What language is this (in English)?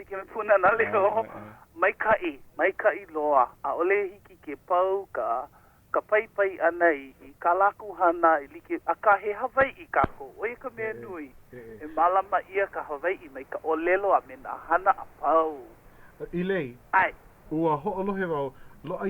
Hawaiian